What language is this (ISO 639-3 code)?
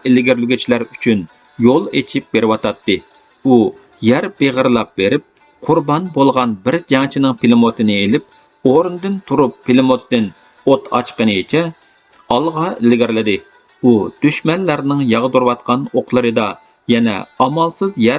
uig